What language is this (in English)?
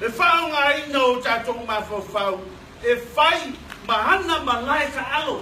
Samoan